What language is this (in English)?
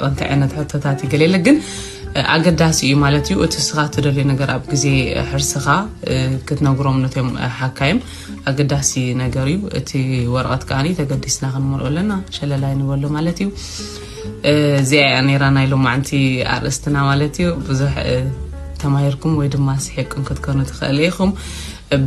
Tigrinya